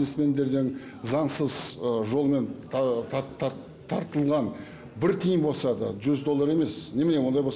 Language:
Kazakh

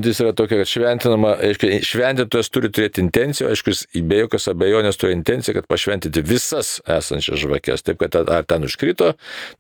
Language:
Lithuanian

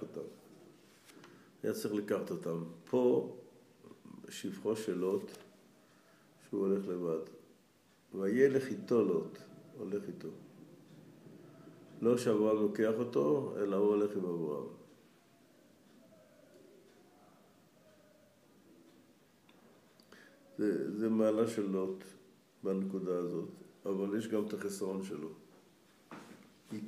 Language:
Hebrew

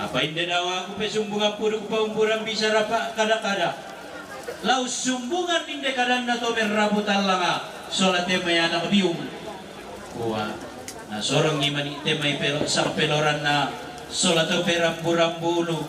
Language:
Toraja-Sa'dan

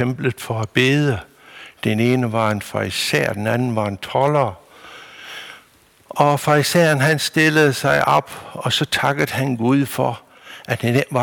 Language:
Danish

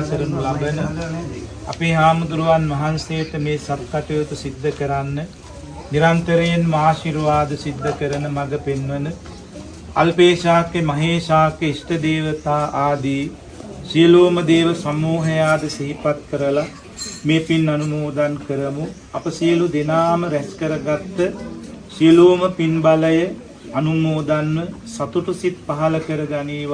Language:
Sinhala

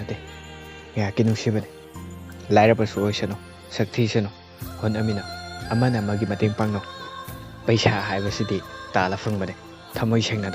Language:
Manipuri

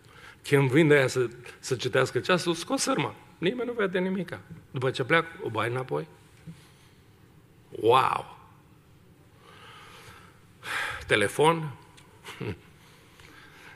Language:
Romanian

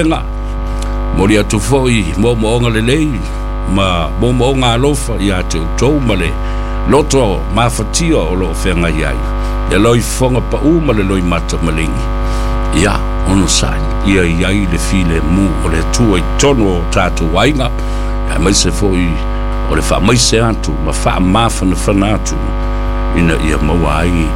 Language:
Samoan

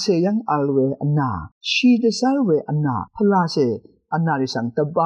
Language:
Rawang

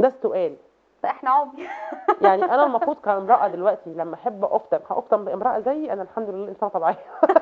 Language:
Egyptian Arabic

